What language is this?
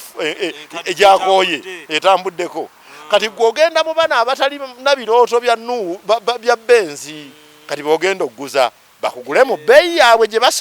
Ganda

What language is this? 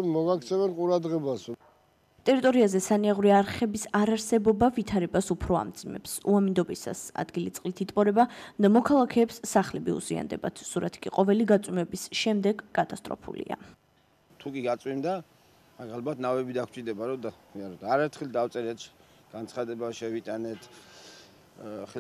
Georgian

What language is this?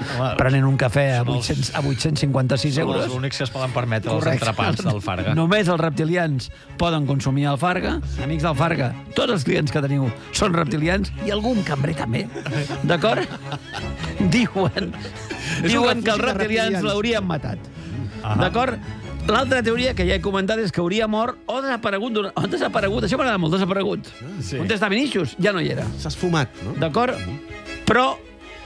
Catalan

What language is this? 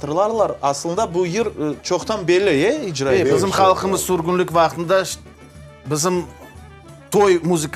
Crimean Tatar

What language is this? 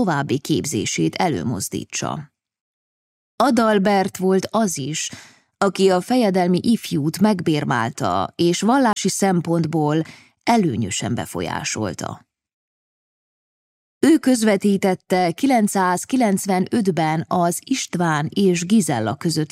Hungarian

